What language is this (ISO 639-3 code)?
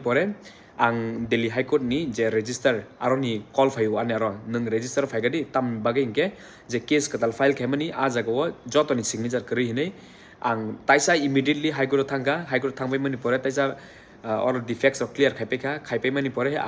trp